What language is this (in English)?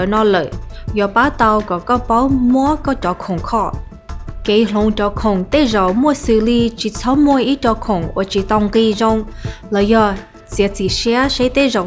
Hmong